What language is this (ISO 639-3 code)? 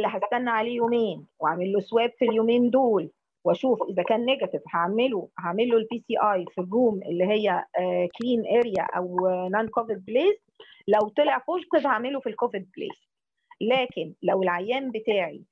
arz